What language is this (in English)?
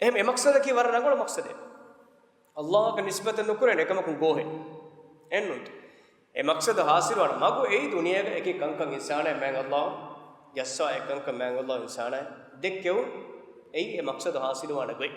Divehi